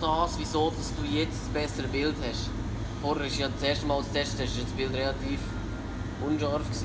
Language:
Swiss German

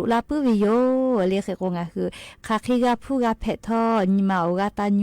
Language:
Lahu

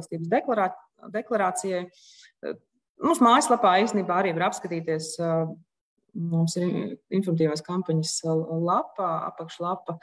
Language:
Latvian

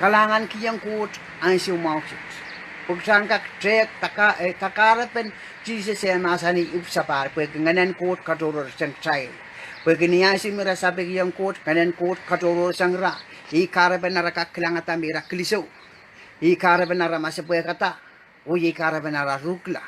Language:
Pohnpeian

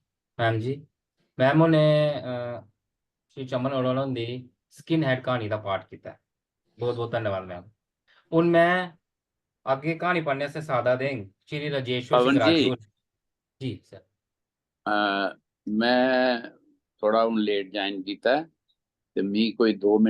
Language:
Dogri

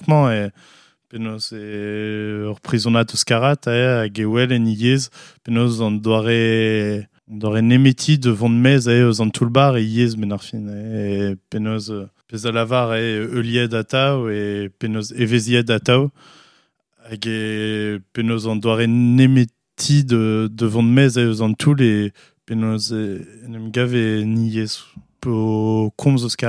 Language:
Breton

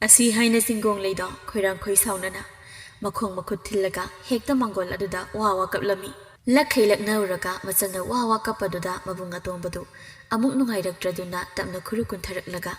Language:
Manipuri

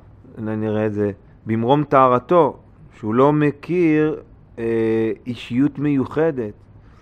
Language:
Hebrew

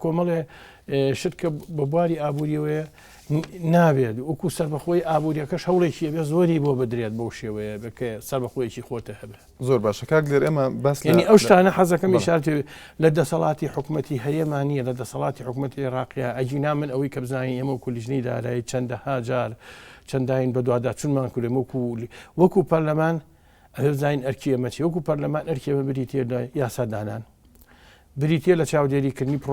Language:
Central Kurdish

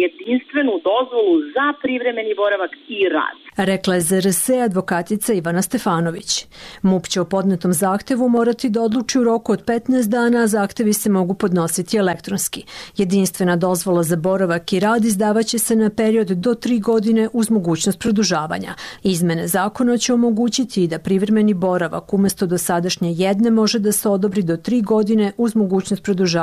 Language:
Serbian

